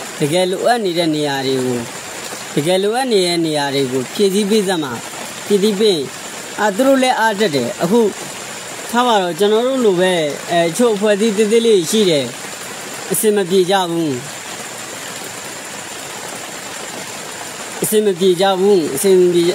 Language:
Burmese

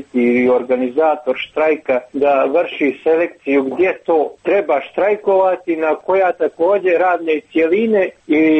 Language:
Croatian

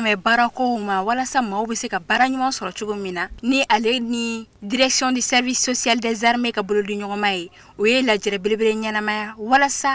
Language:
Bambara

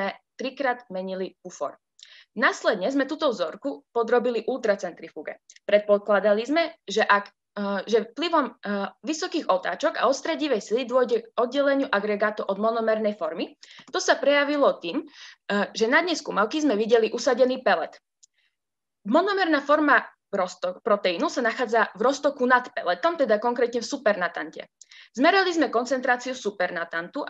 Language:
Slovak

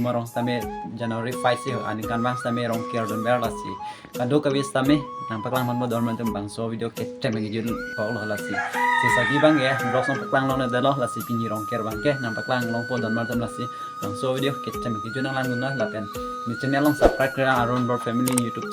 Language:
Karbi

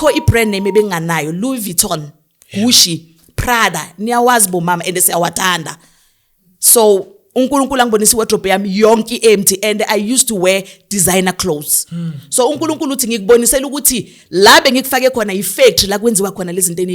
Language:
Zulu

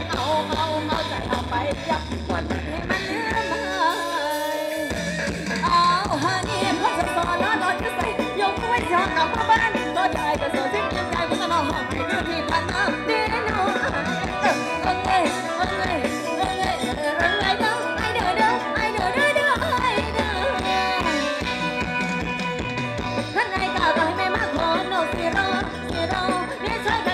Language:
Thai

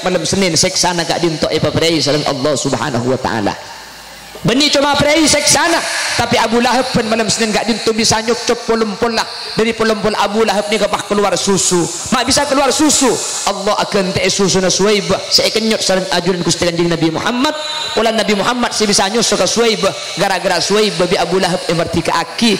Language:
Madurese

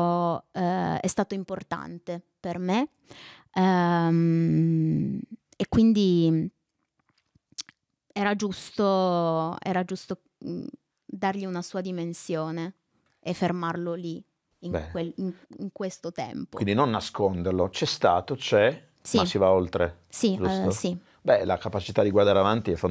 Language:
Italian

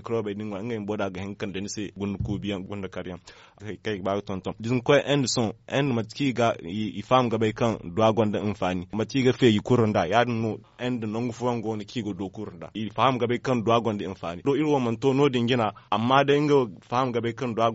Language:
Zarma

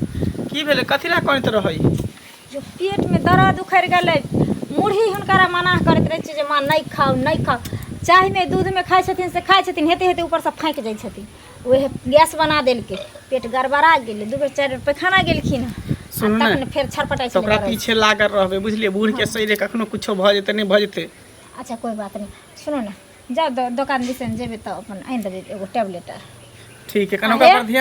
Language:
Maithili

